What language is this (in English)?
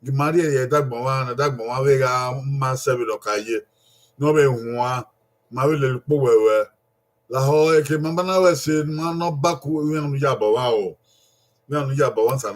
Bini